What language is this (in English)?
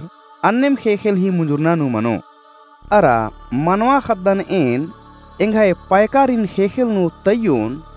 Kurukh